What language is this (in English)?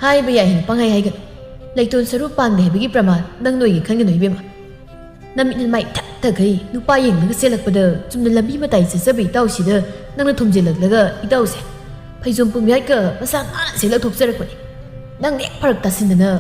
Manipuri